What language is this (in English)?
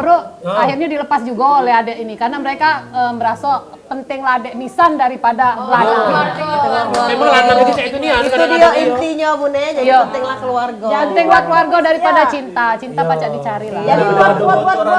Musi